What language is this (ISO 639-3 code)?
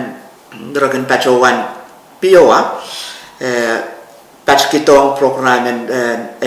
pon